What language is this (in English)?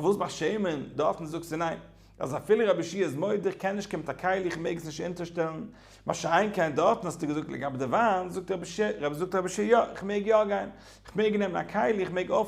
Yiddish